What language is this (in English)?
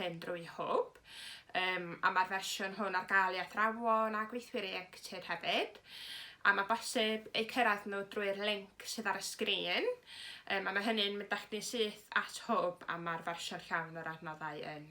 Welsh